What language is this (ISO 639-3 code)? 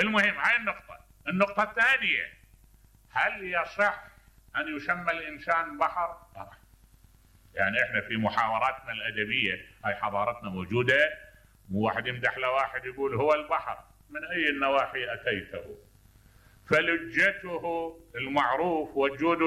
acm